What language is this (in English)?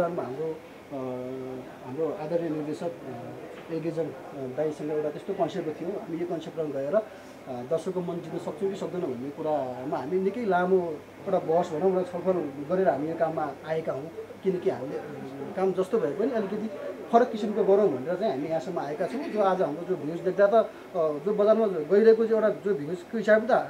Nepali